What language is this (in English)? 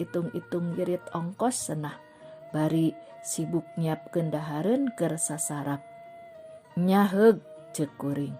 Sundanese